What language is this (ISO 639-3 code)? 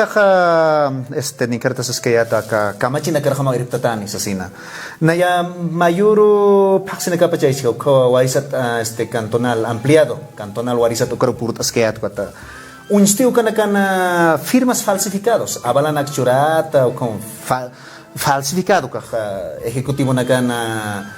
aym